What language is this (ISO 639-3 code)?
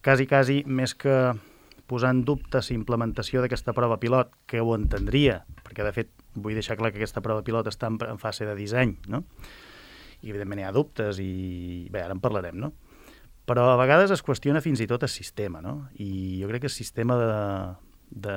cat